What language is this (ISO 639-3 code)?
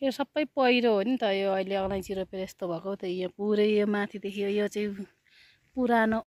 nep